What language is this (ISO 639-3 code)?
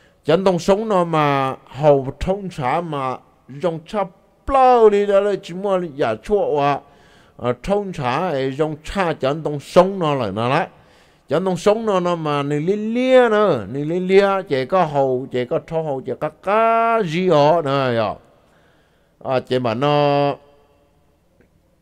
vie